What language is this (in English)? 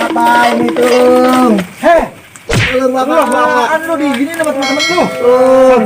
Betawi